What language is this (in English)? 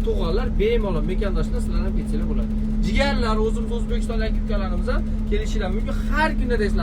Uzbek